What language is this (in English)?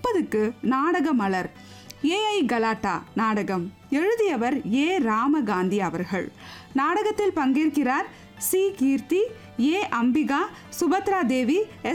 Tamil